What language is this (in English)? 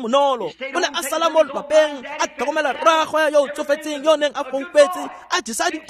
Tswana